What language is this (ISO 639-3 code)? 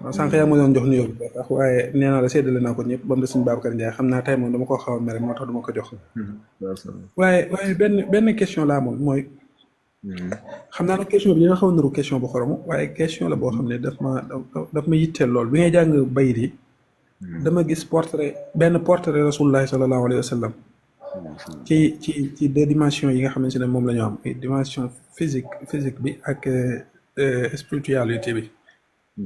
wol